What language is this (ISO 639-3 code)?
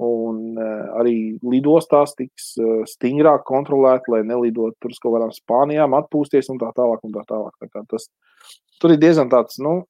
lav